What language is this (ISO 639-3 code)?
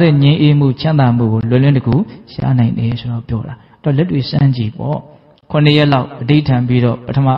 mya